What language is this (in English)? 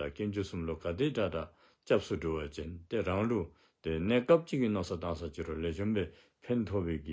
Dzongkha